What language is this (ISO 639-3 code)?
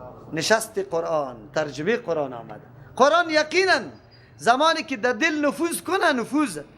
fas